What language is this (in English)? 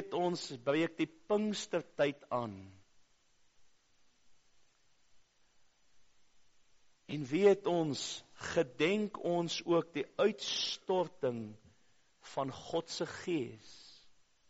Afrikaans